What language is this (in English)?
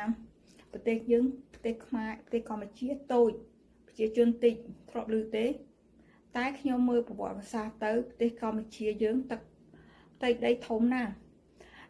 Khmer